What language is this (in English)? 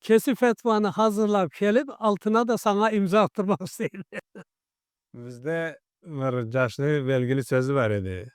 Karachay-Balkar